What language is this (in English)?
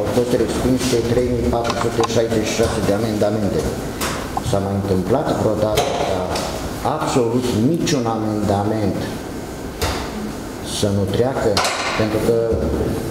Romanian